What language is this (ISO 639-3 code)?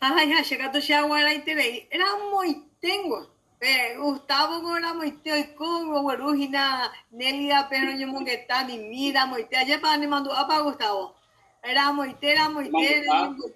grn